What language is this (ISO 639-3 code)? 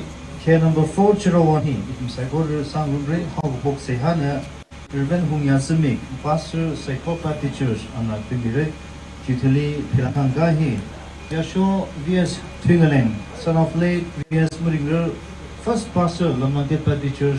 nmf